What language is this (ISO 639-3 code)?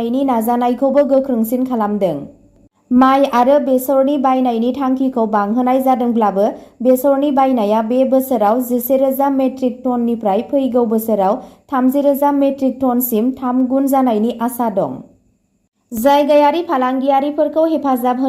brx